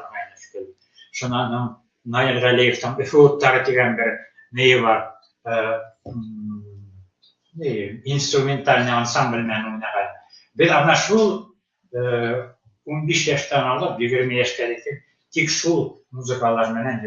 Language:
Bashkir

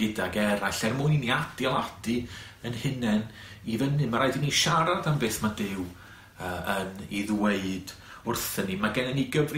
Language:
Welsh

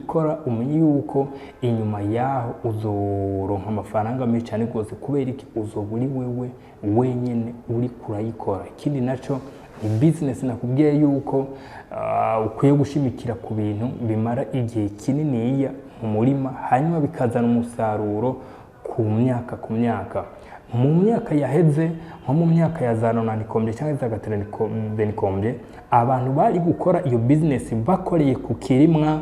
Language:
Rundi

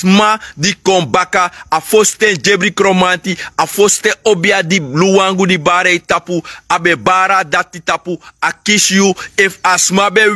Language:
Sranan Tongo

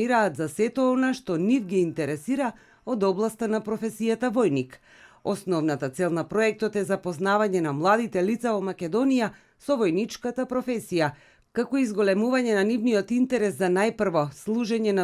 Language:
Macedonian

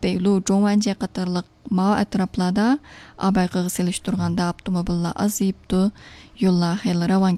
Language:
Uyghur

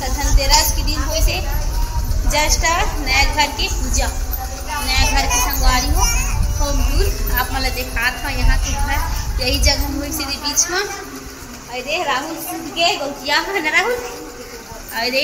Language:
Chhattisgarhi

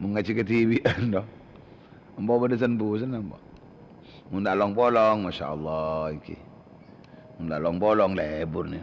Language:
Madurese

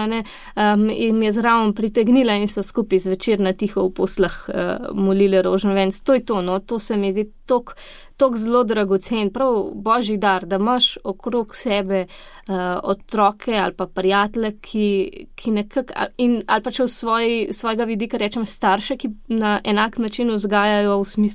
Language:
Slovenian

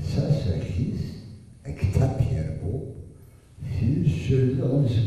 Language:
Abkhazian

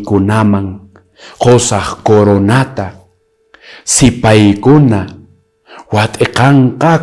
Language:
Quechua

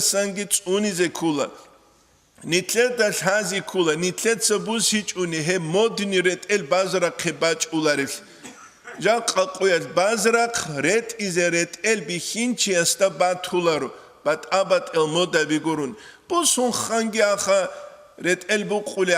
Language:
Avaric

